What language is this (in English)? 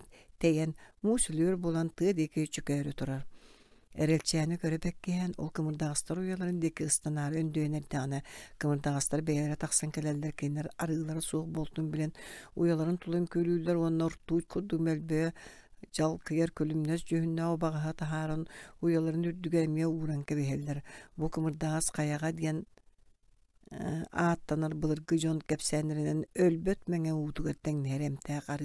Yakut